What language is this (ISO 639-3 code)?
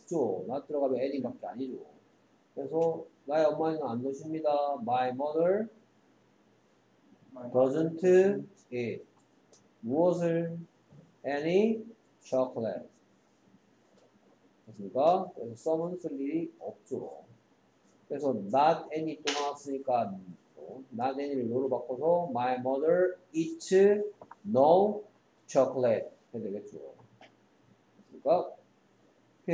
kor